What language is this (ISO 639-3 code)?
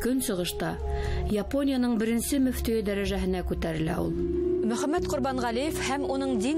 bak